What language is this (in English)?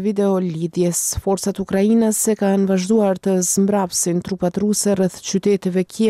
Albanian